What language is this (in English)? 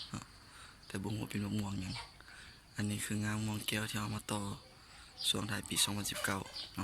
Lao